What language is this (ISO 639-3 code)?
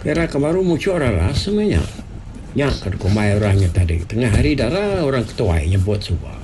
iba